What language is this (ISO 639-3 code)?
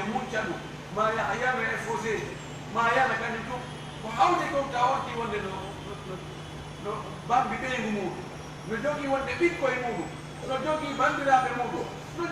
ful